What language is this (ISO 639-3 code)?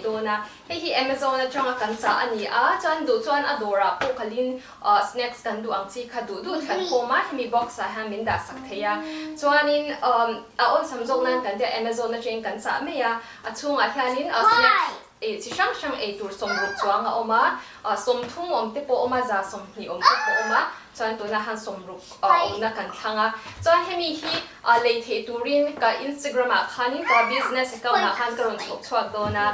lus